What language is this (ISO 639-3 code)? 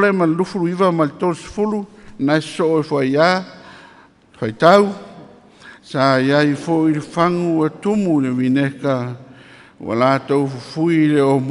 smo